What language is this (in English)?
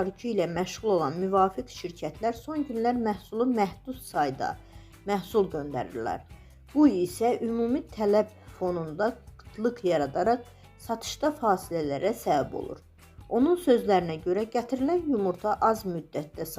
Azerbaijani